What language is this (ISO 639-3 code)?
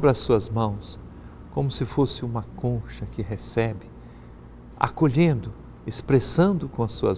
por